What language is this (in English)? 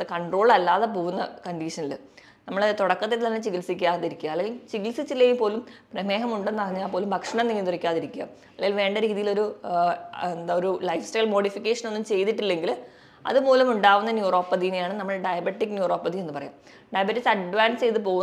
Malayalam